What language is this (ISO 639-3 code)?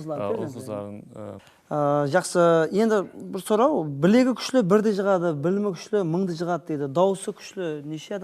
kaa